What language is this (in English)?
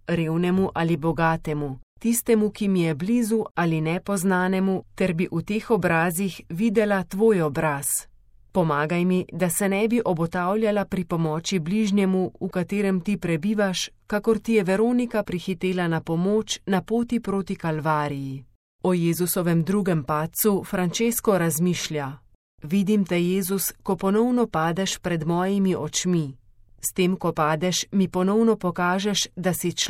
Slovenian